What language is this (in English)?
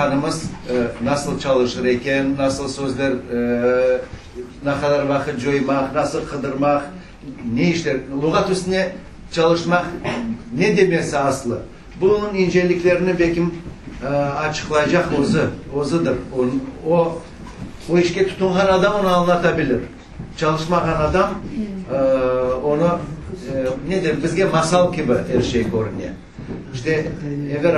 Crimean Tatar